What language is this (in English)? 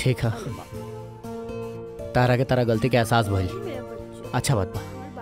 Bhojpuri